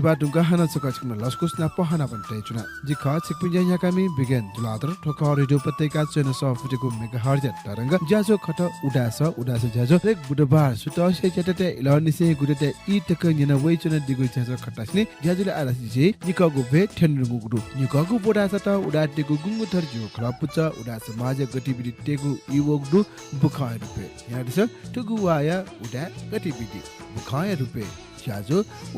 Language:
Newari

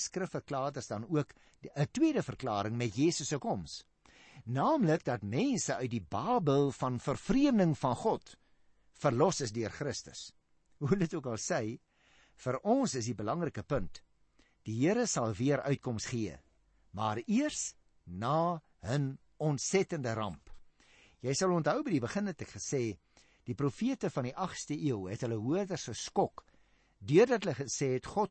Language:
Afrikaans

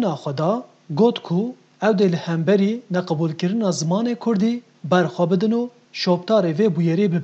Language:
Kurdish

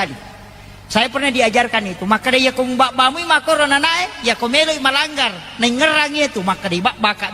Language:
Buginese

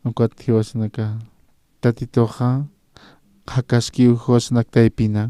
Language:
Aymara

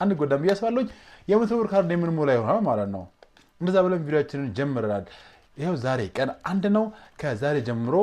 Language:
Amharic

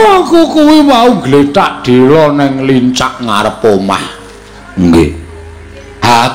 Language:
Javanese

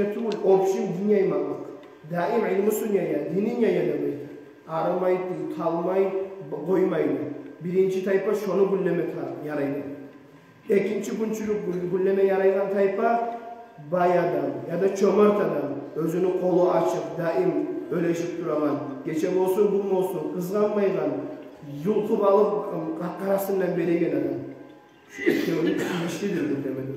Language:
Kumyk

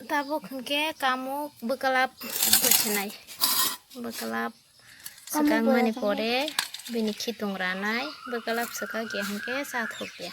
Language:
Kok Borok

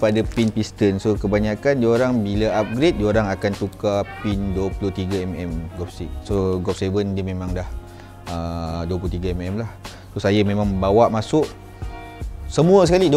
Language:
Malay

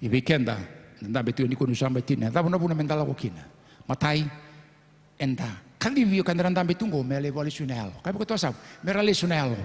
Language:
Fijian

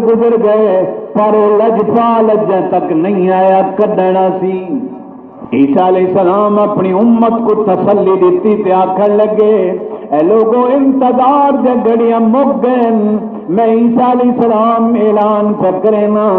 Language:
Saraiki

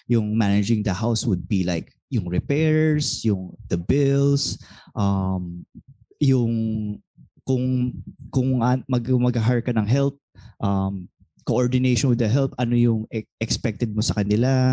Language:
Filipino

